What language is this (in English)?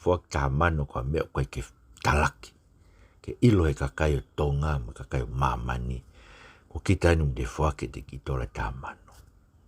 Tongan